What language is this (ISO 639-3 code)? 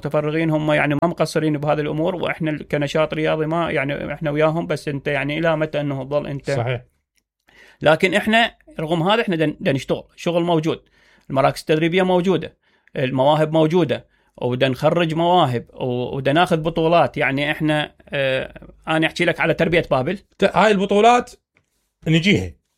acm